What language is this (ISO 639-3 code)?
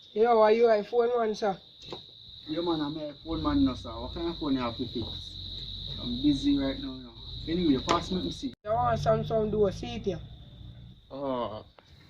jam